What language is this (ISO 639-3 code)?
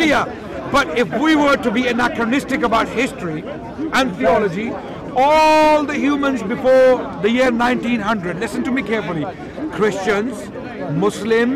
eng